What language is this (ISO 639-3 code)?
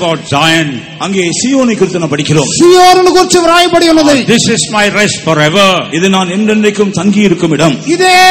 tam